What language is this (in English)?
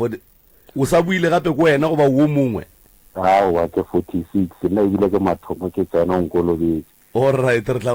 Northern Sotho